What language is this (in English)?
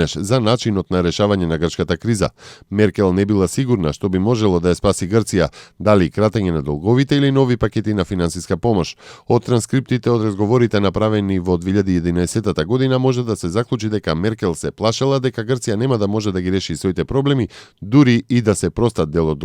Macedonian